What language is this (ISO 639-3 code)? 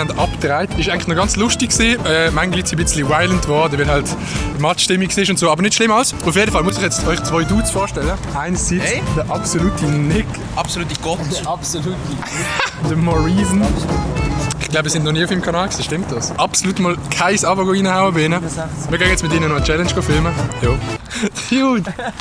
gsw